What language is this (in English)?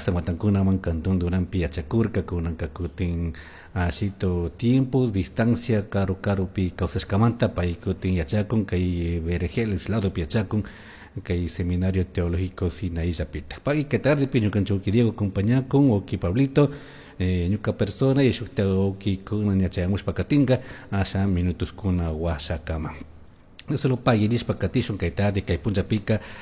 Chimborazo Highland Quichua